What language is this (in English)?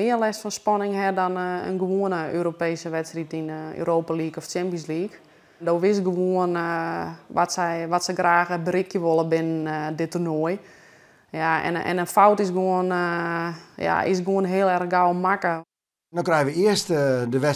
Western Frisian